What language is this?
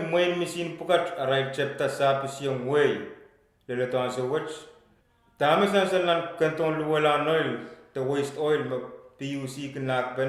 Pohnpeian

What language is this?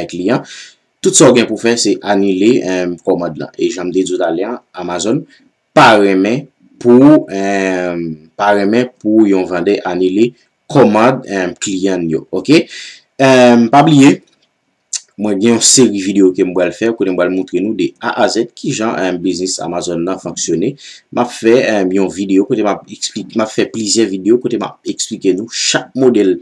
Haitian Creole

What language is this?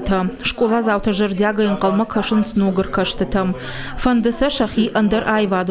Ossetic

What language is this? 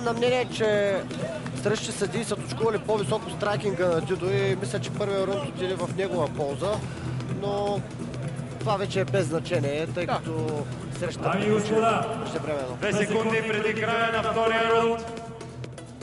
Bulgarian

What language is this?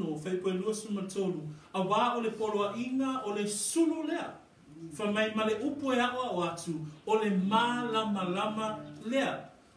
Samoan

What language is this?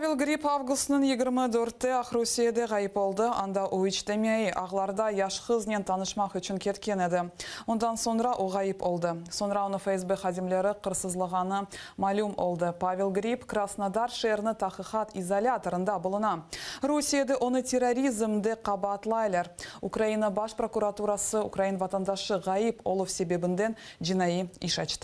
Crimean Tatar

